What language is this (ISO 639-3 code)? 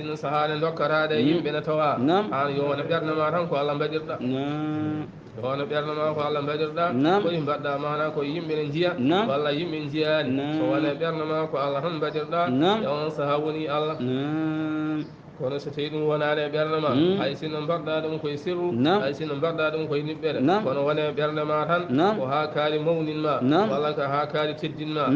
ful